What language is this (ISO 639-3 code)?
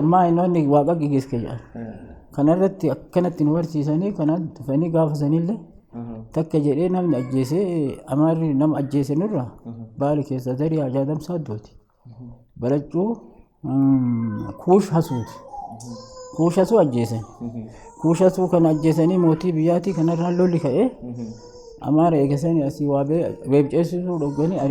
orm